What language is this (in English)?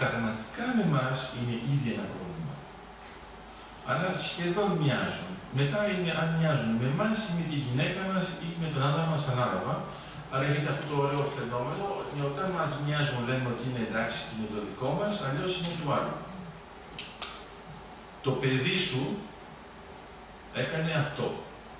Greek